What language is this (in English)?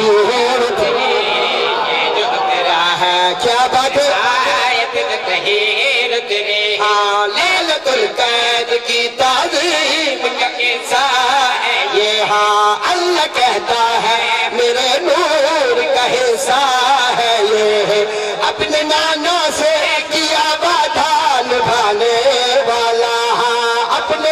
Urdu